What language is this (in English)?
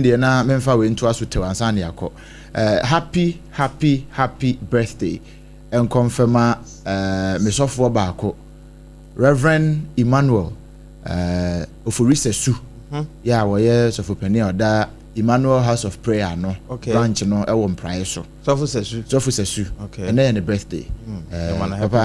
Akan